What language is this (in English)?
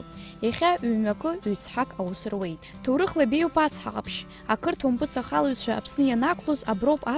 Abkhazian